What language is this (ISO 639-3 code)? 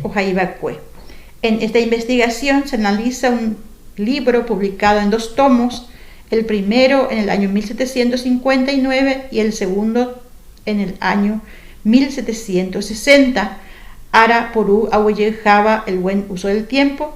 grn